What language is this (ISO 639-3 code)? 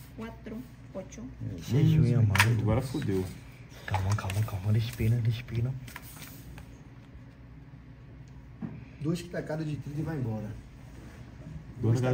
por